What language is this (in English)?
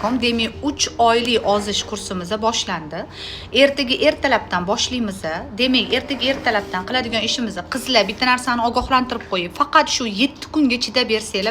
Uzbek